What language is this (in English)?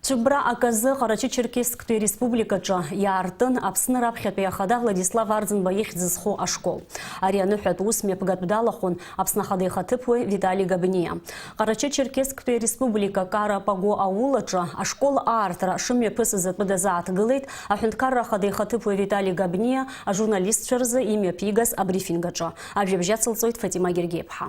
Abkhazian